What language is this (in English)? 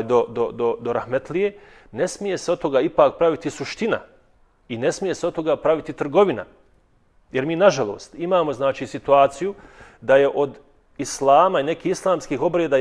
Bosnian